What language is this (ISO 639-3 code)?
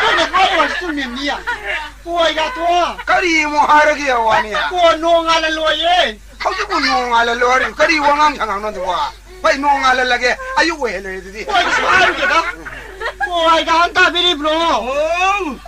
mni